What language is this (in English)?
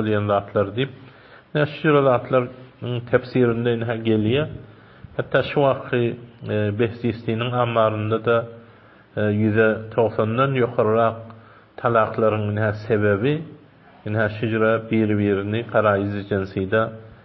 Turkmen